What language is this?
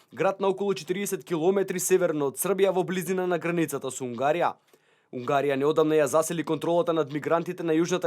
Macedonian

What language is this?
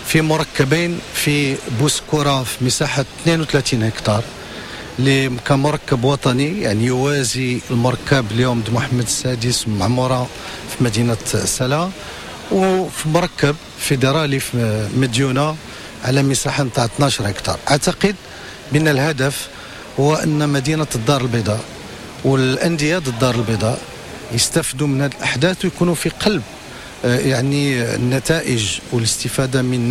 Moroccan Arabic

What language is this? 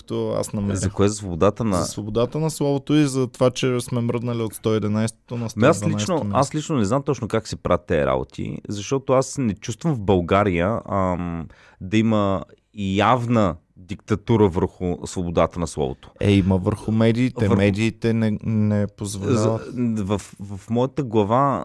Bulgarian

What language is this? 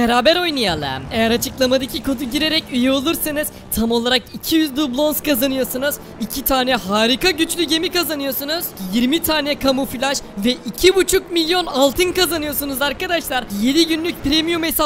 Turkish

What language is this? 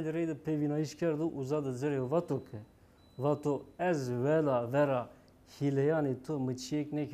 Zaza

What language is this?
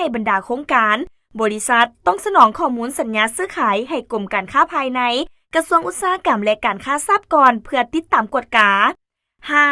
Lao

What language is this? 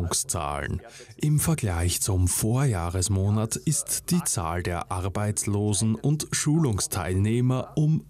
German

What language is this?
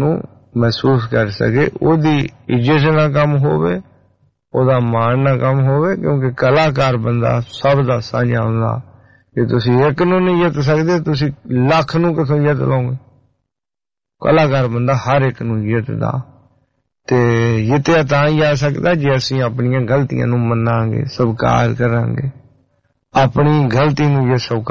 Punjabi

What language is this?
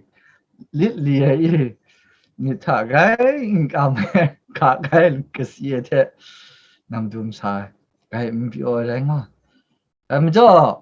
Kachin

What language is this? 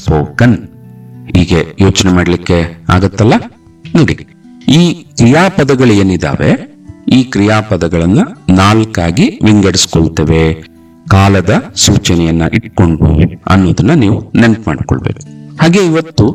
Kannada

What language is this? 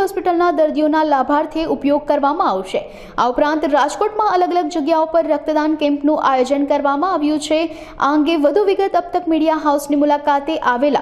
Gujarati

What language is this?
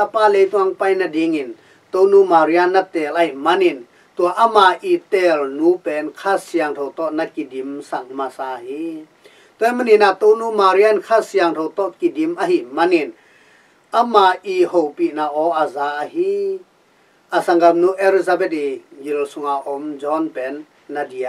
Tedim Chin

